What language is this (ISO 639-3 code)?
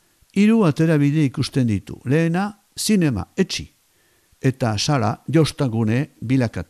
eus